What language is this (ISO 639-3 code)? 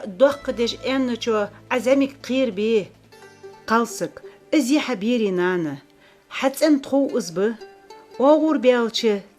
inh